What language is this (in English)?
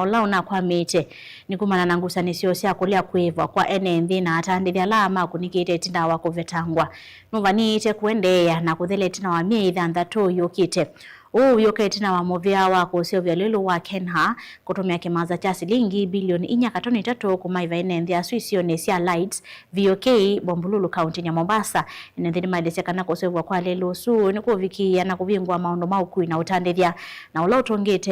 Kamba